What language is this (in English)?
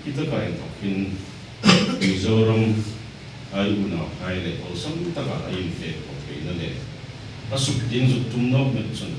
Hmar